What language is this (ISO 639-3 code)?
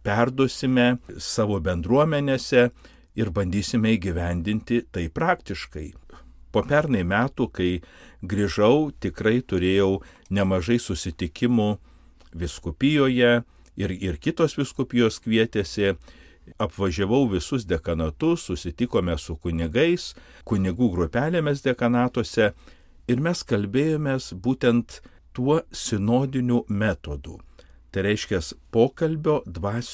lit